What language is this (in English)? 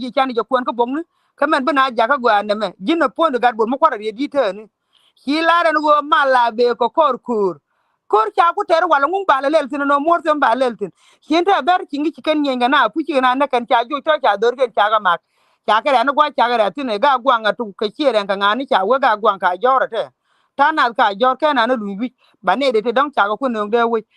Nuer